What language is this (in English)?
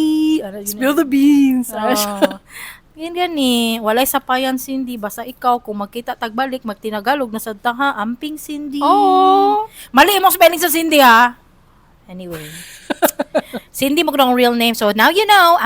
Cebuano